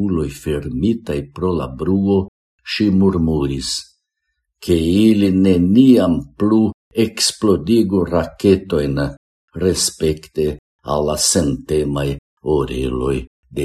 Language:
Esperanto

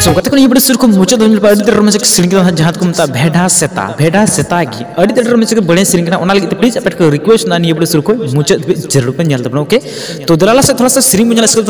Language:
Santali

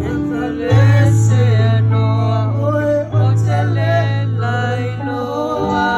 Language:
Samoan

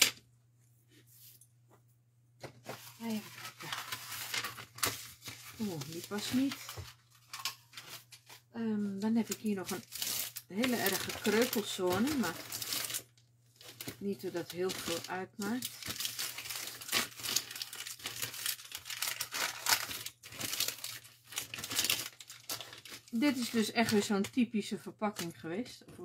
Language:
Dutch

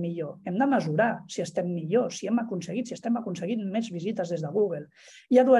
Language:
Catalan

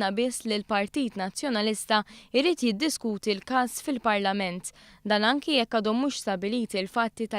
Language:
Maltese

